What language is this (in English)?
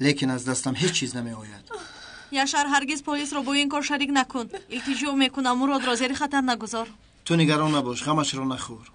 Tajik